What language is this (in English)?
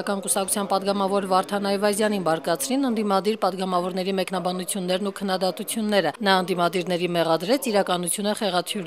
Armenian